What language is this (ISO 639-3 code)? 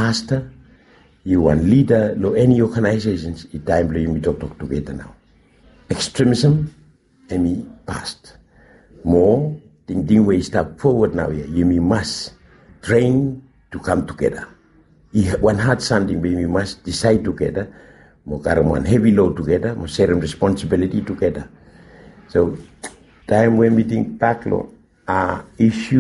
bis